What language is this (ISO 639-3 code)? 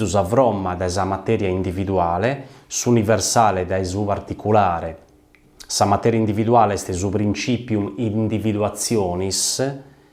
srd